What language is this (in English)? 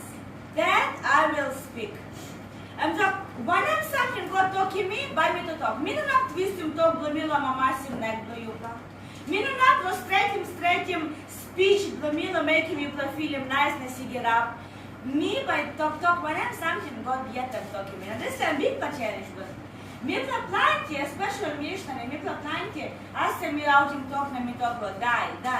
Tok Pisin